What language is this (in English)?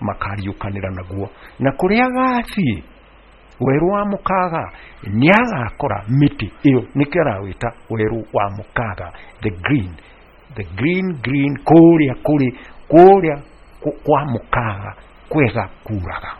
Kikuyu